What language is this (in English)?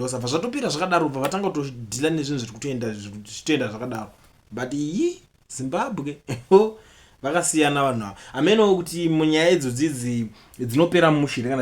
Shona